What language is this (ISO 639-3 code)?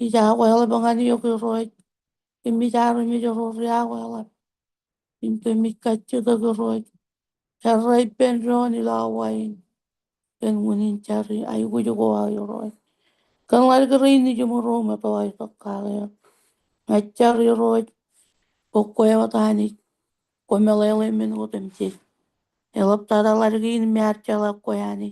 mah